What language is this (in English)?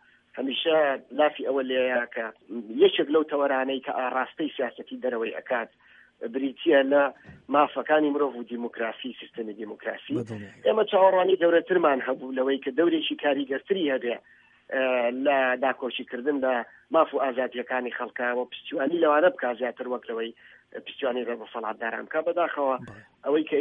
Central Kurdish